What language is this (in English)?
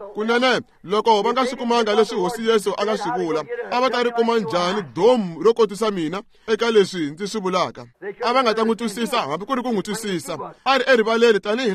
Tsonga